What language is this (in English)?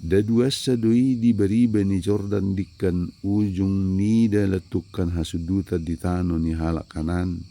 Batak Toba